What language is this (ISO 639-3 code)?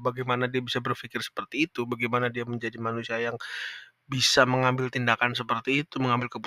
ind